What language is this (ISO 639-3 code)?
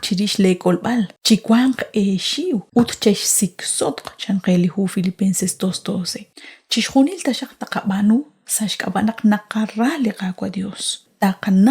kek